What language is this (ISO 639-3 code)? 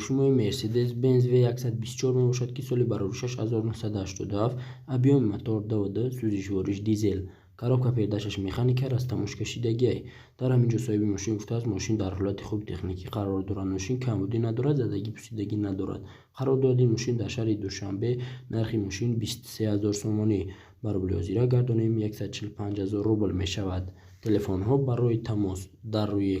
tgk